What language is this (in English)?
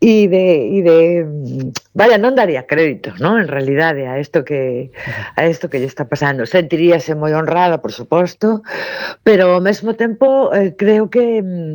Galician